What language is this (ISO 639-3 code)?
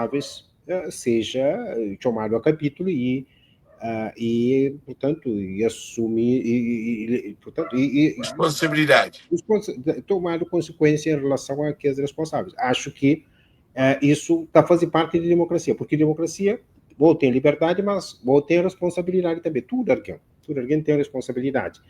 kea